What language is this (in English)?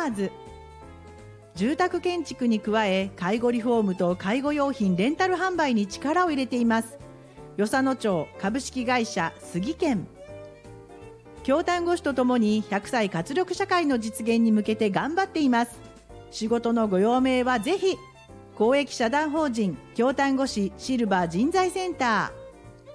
Japanese